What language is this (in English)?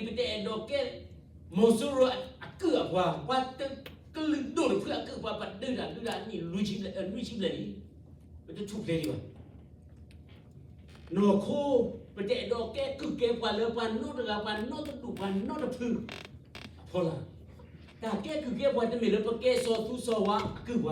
S'gaw Karen